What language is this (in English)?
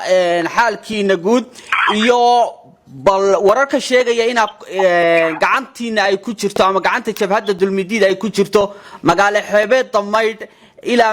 Somali